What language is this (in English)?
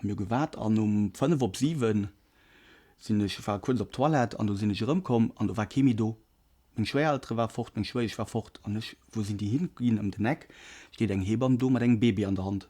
Luxembourgish